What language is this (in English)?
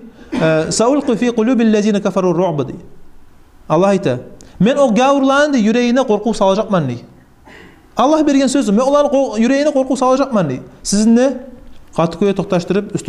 Kumyk